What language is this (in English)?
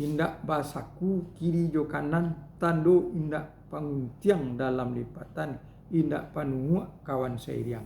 Minangkabau